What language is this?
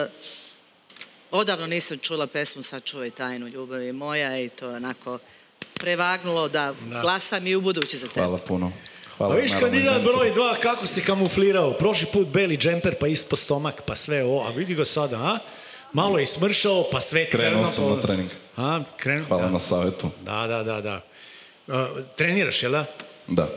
Serbian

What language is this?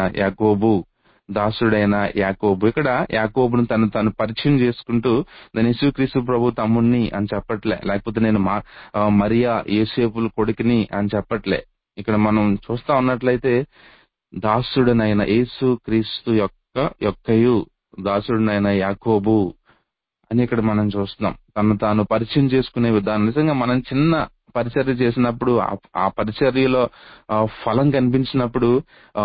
Telugu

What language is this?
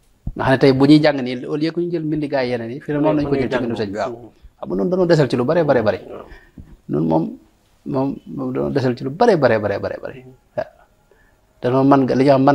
Wolof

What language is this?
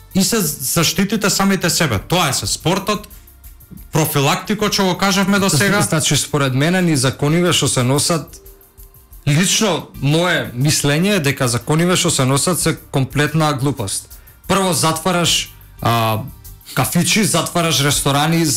Macedonian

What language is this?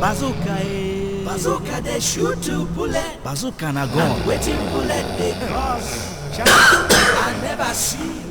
Nigerian Pidgin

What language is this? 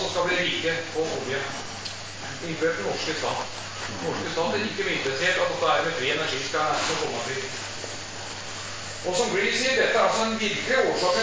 Norwegian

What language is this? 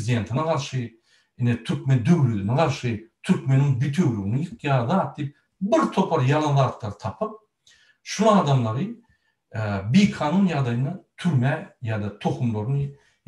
Turkmen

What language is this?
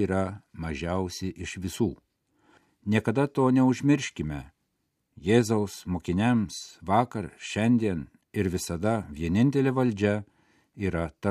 Lithuanian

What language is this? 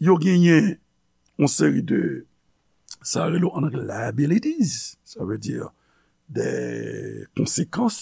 Haitian Creole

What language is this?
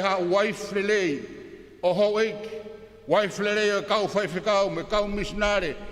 Tongan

